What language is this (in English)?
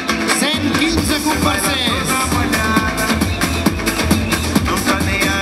Catalan